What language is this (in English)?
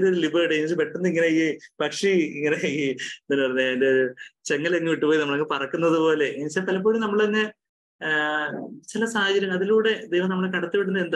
Malayalam